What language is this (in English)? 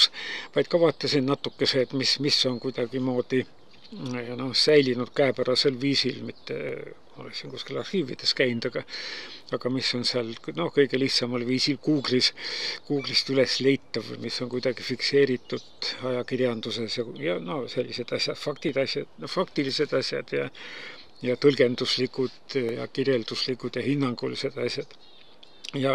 Estonian